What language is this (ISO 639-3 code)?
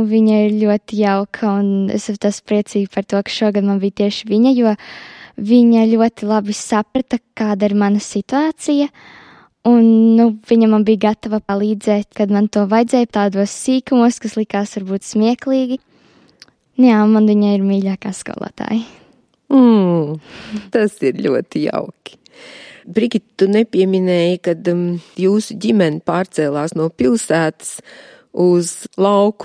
lav